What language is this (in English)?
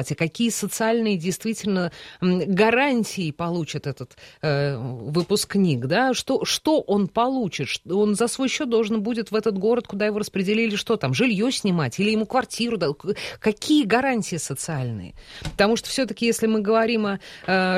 Russian